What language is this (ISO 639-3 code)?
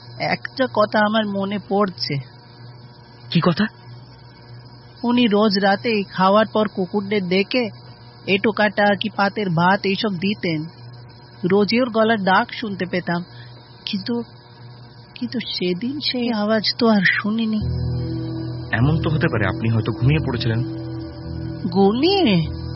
ben